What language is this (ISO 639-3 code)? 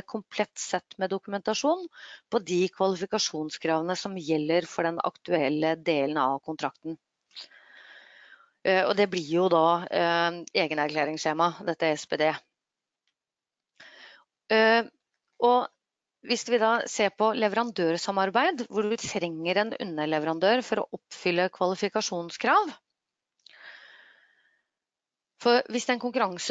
nor